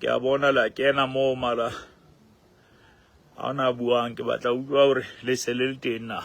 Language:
Southern Sotho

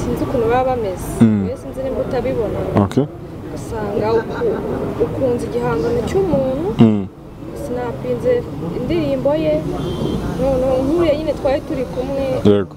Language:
Kinyarwanda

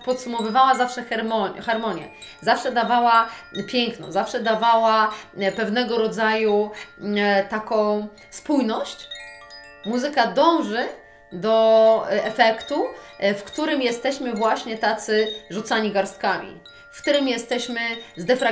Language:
Polish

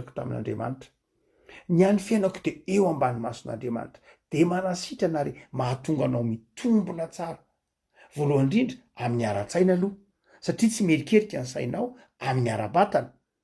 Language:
Malagasy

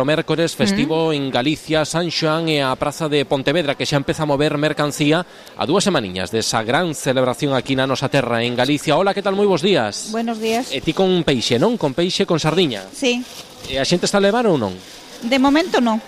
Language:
Galician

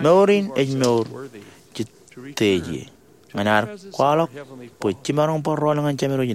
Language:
Marshallese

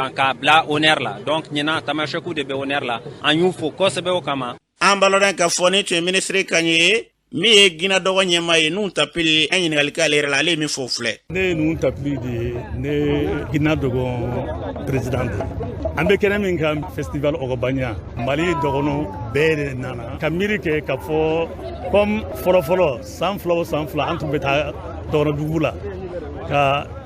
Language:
Bambara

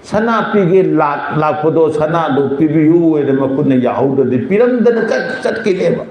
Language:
Manipuri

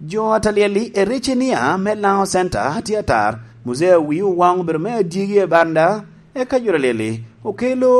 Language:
Lango (Uganda)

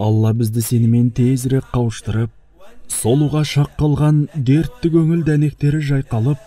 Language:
Kazakh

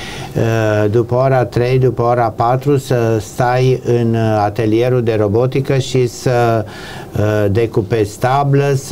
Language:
Romanian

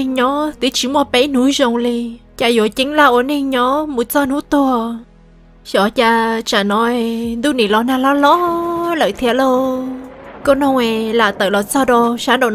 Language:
Hmong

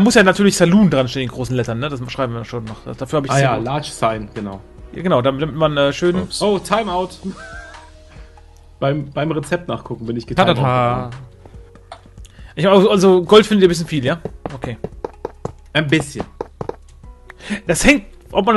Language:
German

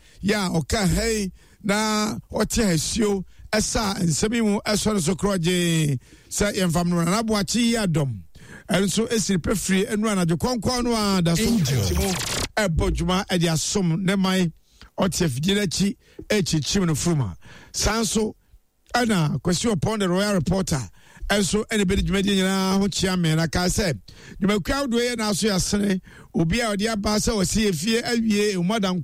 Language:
Akan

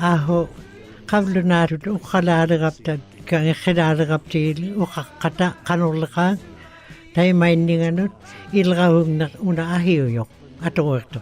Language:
Western Canadian Inuktitut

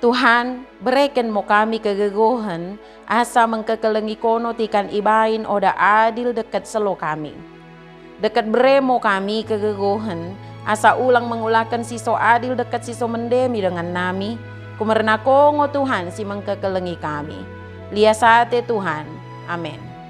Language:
Batak Dairi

